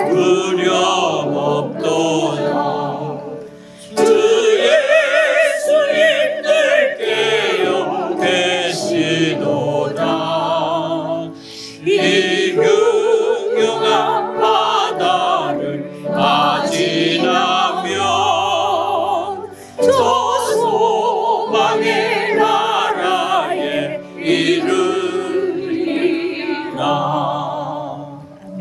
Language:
Korean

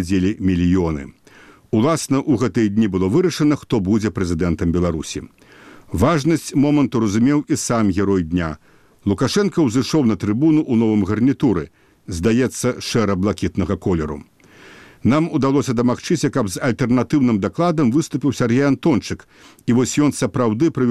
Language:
Belarusian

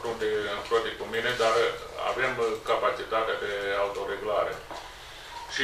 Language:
Romanian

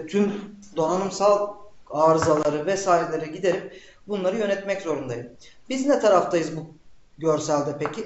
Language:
Turkish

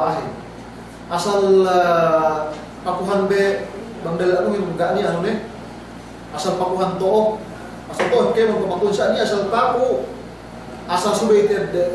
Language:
Yakan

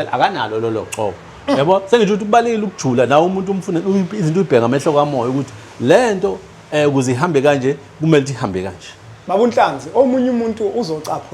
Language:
Zulu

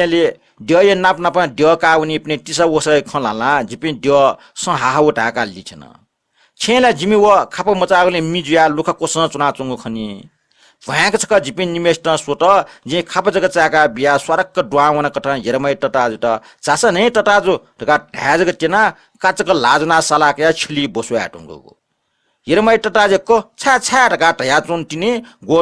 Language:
Newari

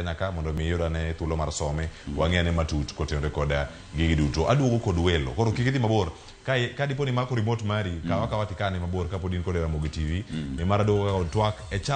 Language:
Luo (Kenya and Tanzania)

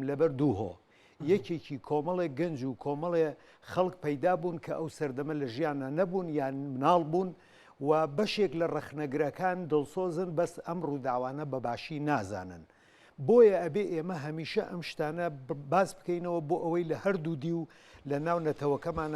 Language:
Central Kurdish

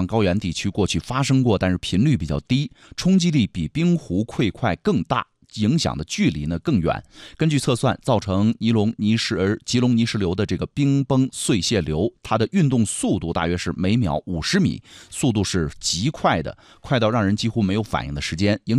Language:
Chinese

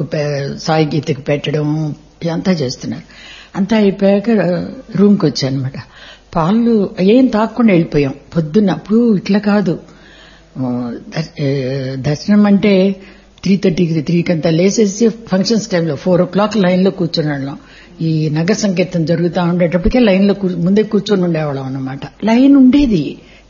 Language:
Telugu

